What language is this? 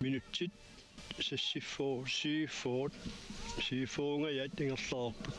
Kalaallisut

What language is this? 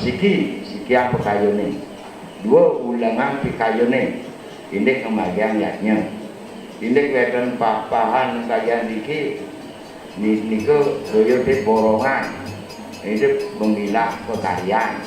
Balinese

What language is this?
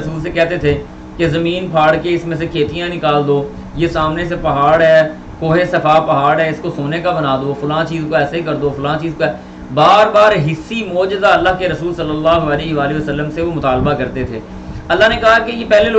Urdu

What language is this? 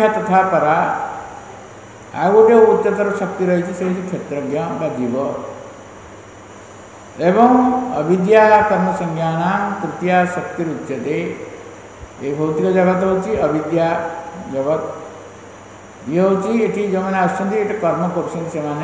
Odia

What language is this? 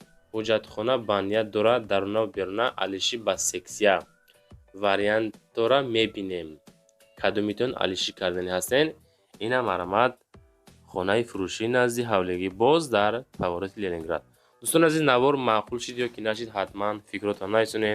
Tajik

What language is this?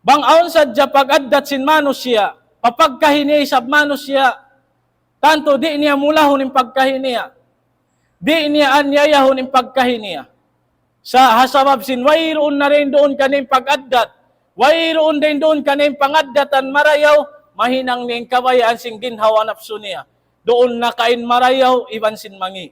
Tausug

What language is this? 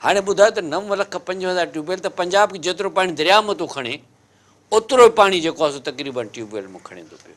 Sindhi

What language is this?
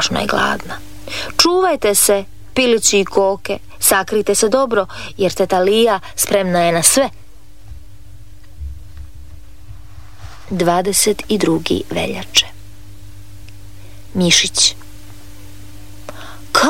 Croatian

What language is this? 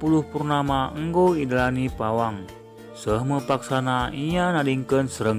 Batak Karo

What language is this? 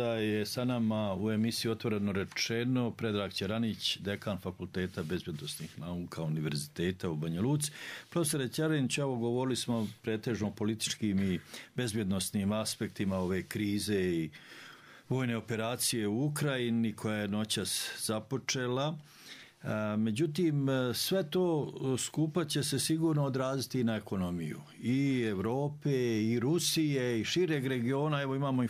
Bosnian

